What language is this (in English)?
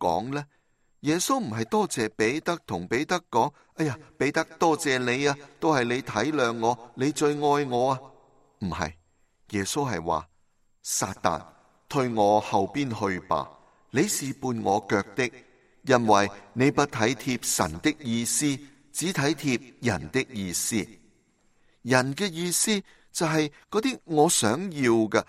Cantonese